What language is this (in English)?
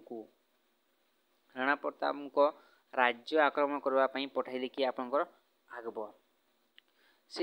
Odia